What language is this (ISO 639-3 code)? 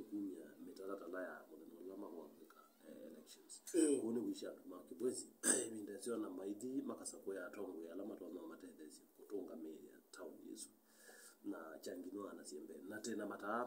kam